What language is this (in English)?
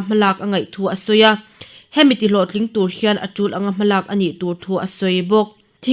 Mizo